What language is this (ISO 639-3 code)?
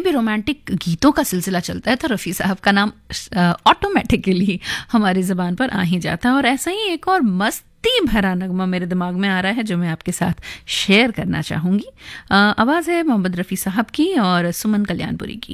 hin